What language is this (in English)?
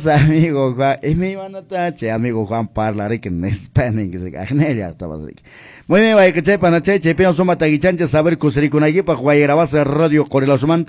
Quechua